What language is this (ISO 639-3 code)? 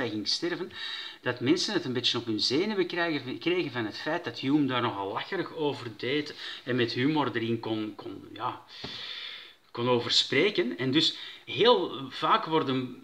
nld